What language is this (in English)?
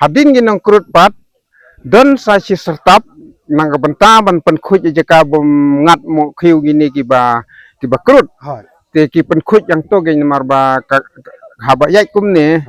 Khasi